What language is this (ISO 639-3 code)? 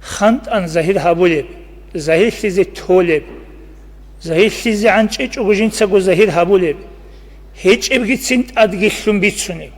ava